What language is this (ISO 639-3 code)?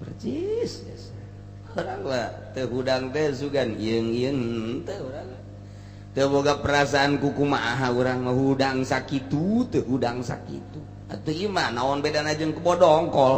sun